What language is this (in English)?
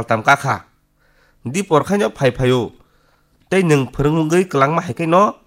Kok Borok